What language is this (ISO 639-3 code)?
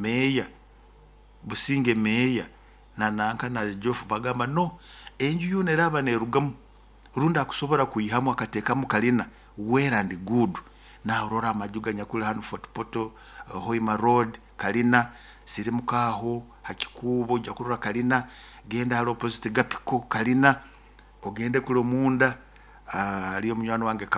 nyo